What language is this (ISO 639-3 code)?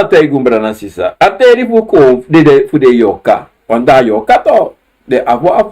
srn